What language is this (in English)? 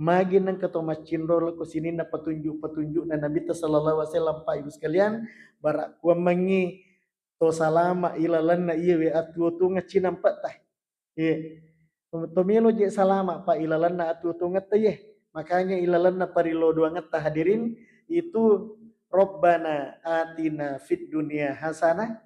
Buginese